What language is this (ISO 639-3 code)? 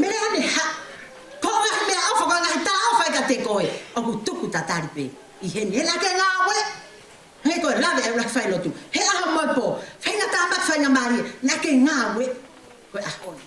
ton